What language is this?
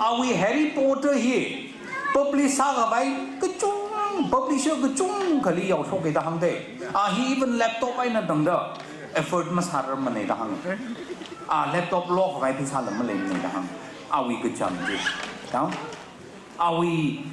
Tangkhul Naga (India)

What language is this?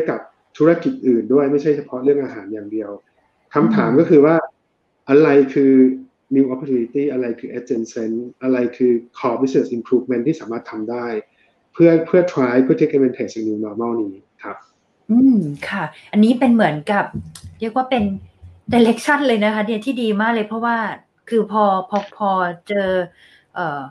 Thai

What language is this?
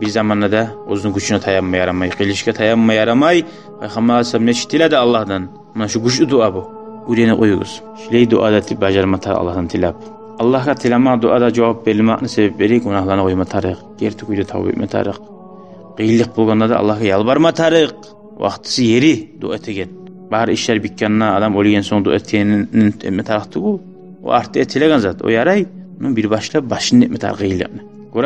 Kumyk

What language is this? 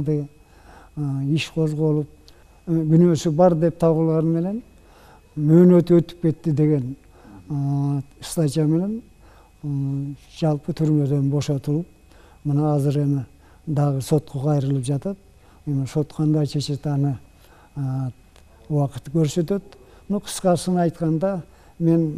Kyrgyz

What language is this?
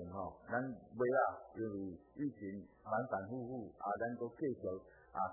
Min Nan Chinese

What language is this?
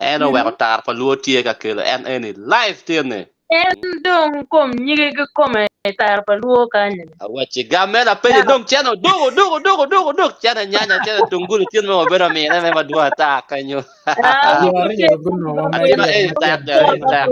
Acoli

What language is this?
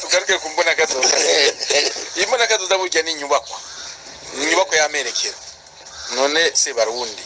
Rundi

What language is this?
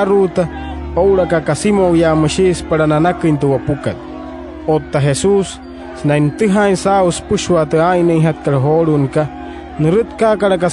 Wayuu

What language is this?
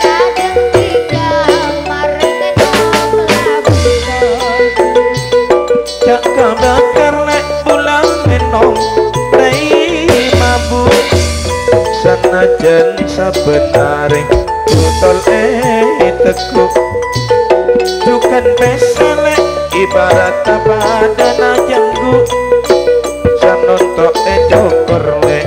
Madurese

